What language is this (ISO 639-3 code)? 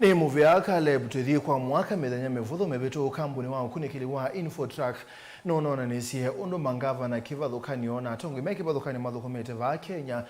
kam